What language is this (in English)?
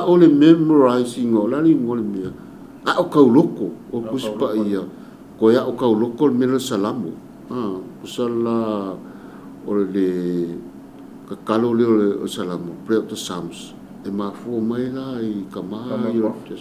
Samoan